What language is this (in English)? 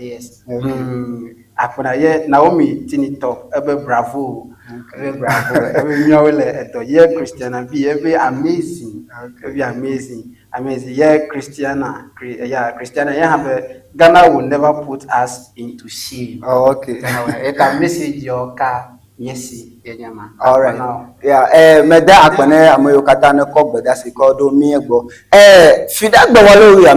Ewe